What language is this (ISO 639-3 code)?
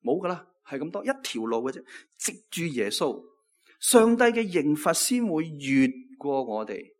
yue